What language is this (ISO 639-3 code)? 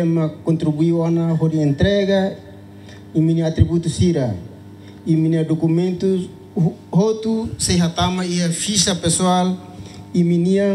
tet